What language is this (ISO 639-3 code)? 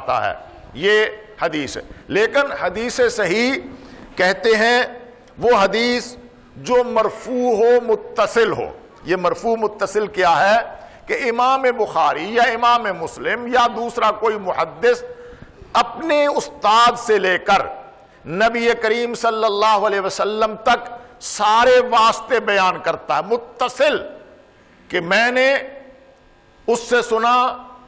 urd